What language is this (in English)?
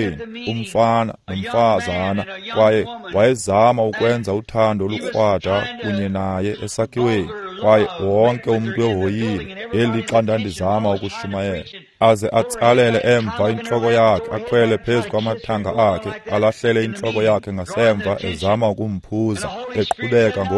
Xhosa